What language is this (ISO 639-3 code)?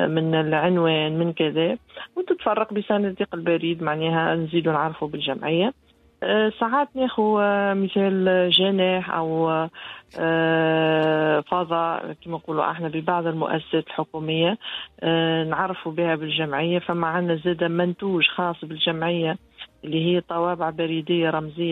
aeb